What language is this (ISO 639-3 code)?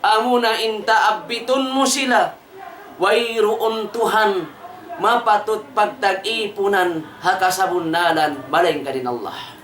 tsg